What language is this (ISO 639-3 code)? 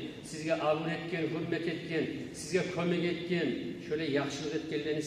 kum